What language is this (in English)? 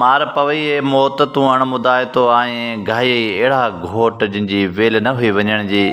Sindhi